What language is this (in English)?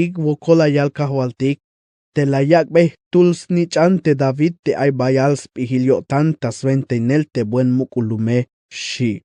Tzeltal